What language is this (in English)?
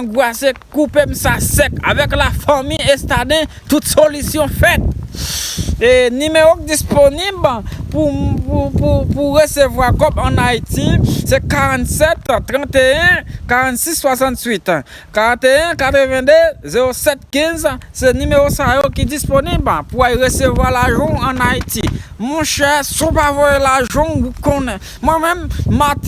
Haitian Creole